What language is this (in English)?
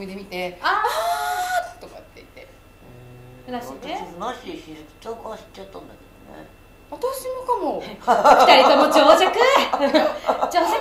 Japanese